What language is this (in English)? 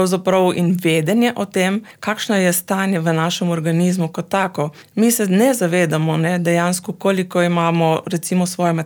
Slovenian